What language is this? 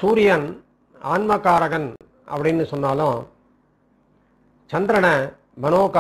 Tamil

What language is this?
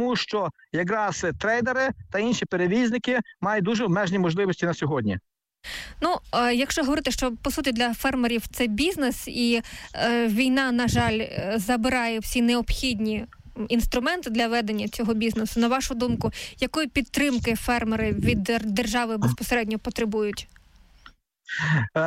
Ukrainian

